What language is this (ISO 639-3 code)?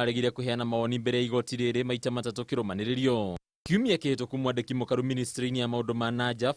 kik